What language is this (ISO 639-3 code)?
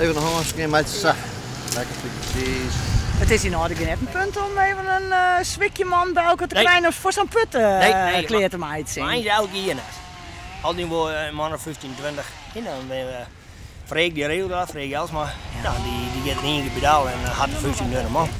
fry